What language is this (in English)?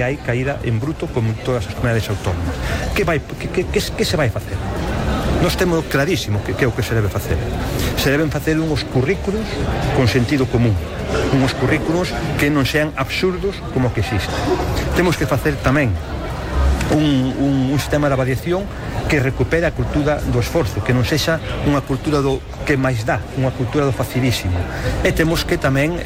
Galician